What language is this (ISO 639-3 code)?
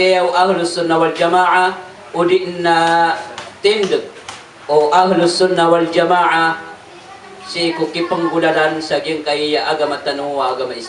mrw